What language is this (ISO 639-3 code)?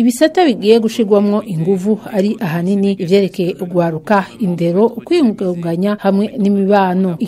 run